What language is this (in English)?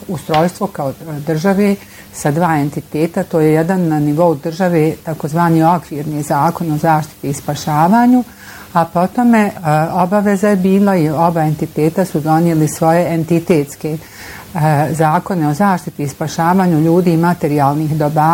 Bosnian